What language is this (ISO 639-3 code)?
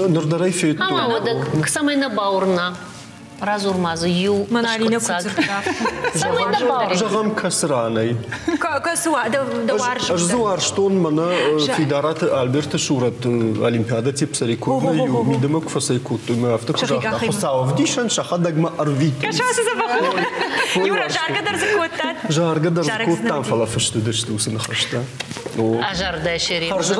oss